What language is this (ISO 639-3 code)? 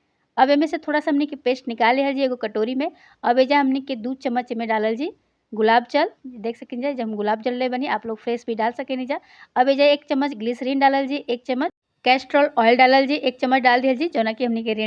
bho